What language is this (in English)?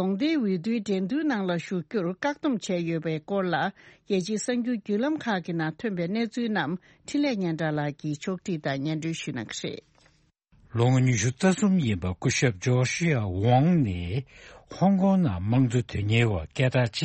Tibetan